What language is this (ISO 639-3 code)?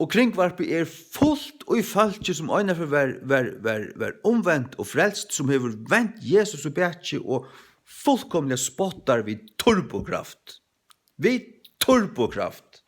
fao